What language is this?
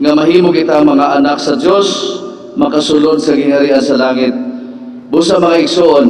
Cebuano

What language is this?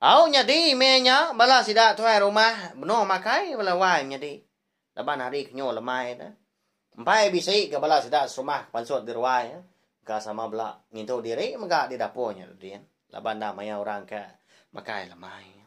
Iban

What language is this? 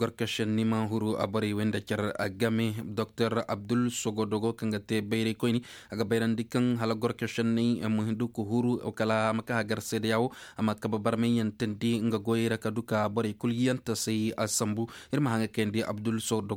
Koyraboro Senni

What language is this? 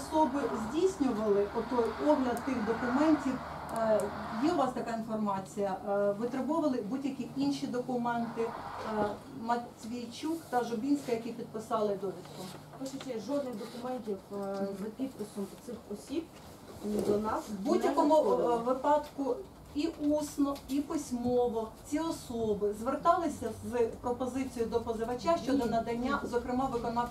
Ukrainian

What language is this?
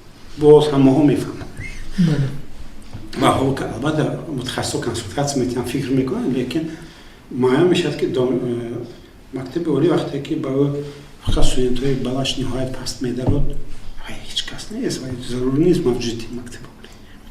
Tajik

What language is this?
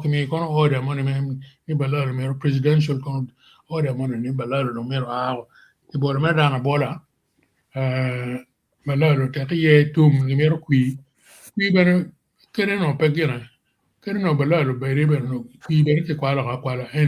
Acoli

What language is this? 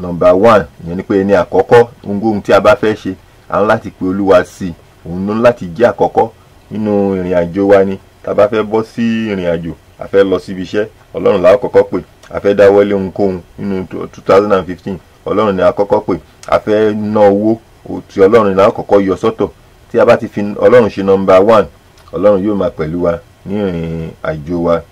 Yoruba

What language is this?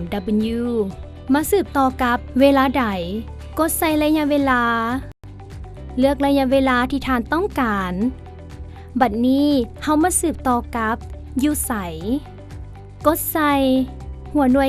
Lao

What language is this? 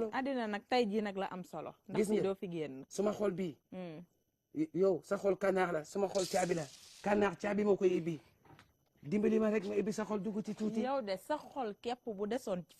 Wolof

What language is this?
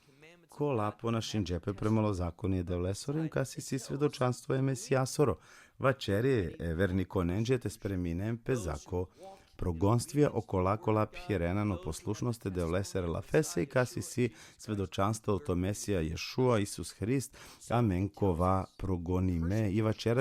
Balkan Romani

